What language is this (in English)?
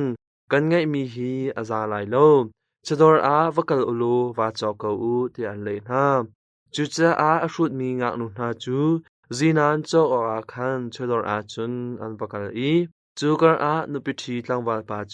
Hakha Chin